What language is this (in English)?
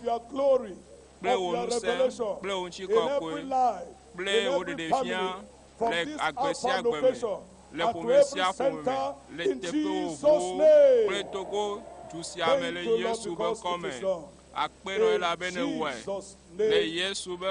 Ewe